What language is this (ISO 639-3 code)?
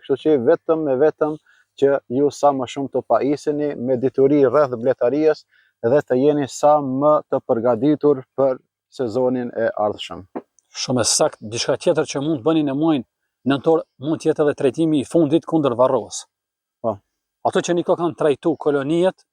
sqi